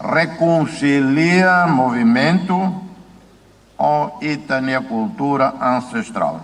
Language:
Tetum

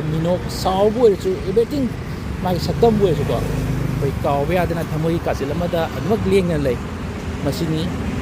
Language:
Manipuri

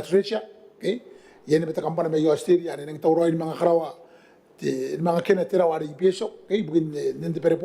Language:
Gilbertese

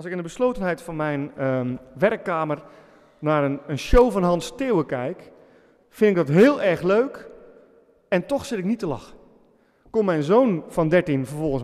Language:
Dutch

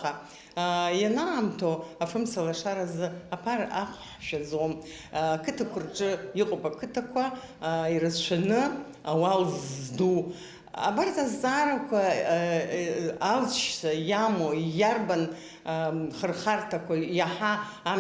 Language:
Abkhazian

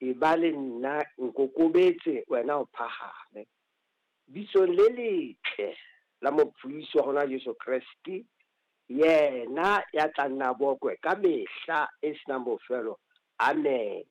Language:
Southern Sotho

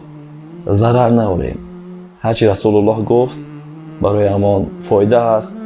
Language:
Tajik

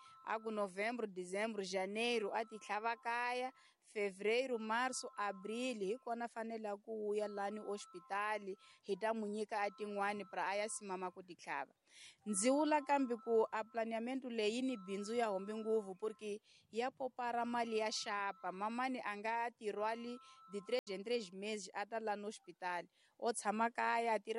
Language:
Tsonga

